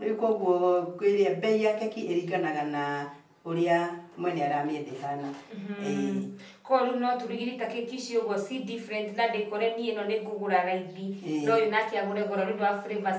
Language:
Kikuyu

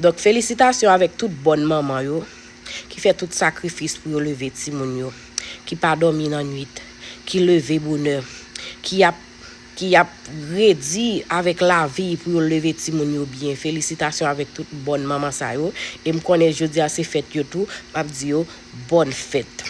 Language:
Haitian Creole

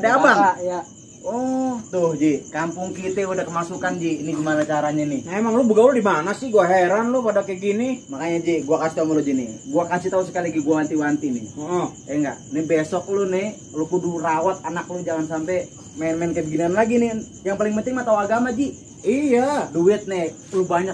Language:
Betawi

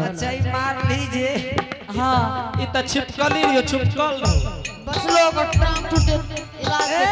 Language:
Angika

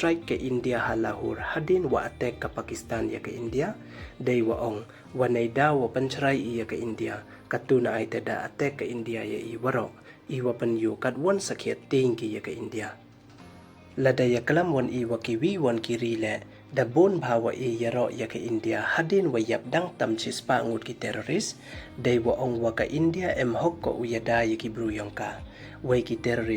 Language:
Pnar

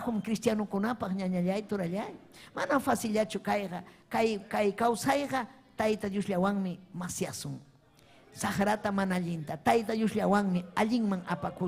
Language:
Ayacucho Quechua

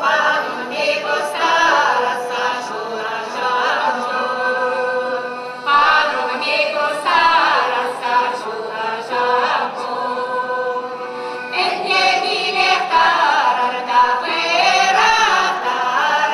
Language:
Chuvash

